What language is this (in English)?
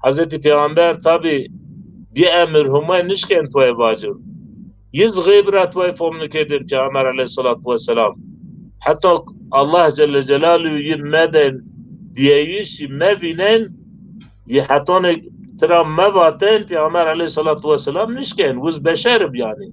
Zaza